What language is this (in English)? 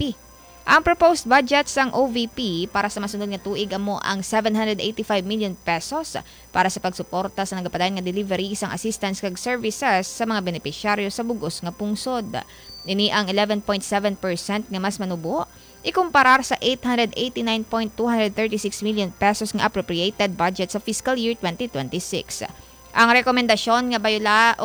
Hiligaynon